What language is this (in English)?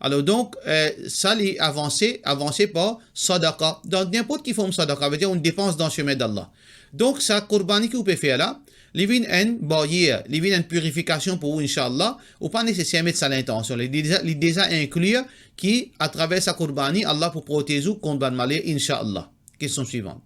Morisyen